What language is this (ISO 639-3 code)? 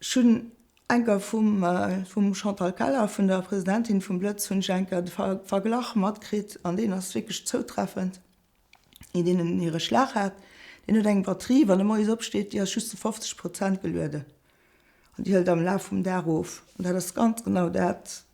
ltz